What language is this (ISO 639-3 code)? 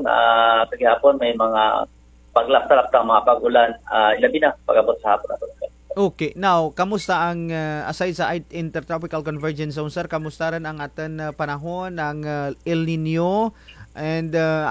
krj